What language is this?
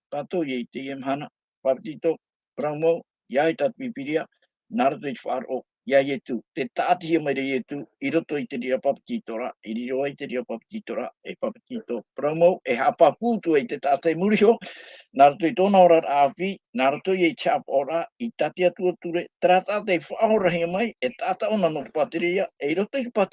Tahitian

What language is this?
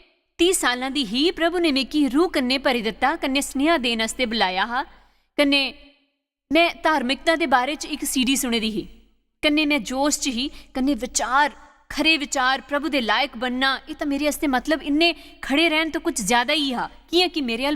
Dogri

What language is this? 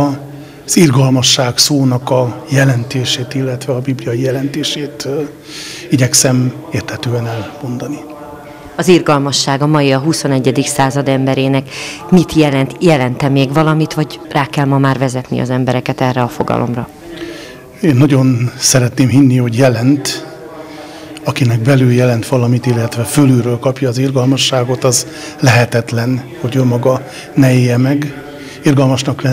Hungarian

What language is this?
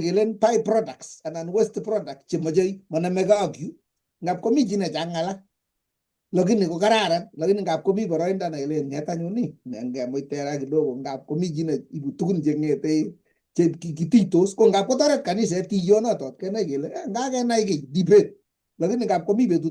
Kalenjin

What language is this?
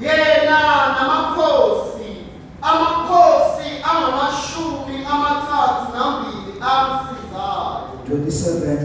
Zulu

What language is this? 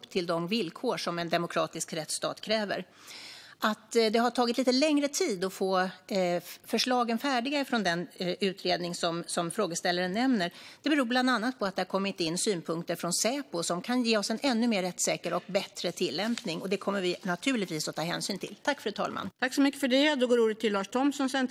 Swedish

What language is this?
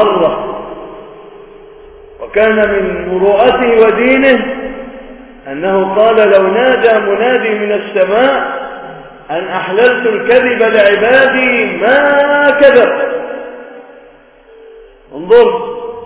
Arabic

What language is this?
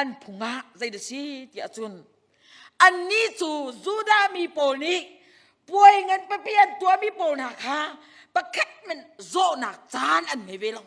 Hakha Chin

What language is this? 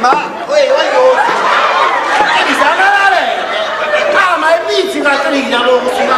Neapolitan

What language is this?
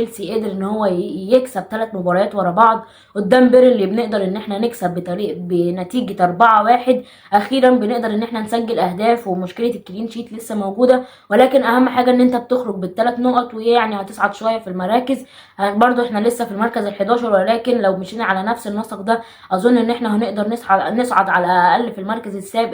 Egyptian Arabic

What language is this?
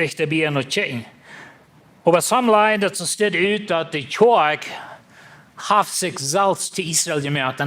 Plautdietsch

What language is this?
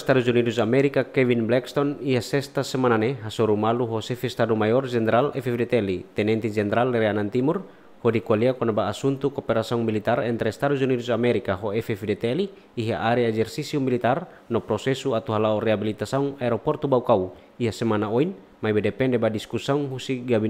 Tetum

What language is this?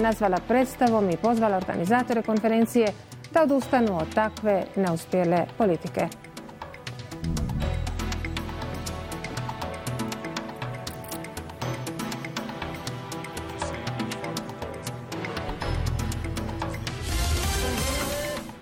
Bosnian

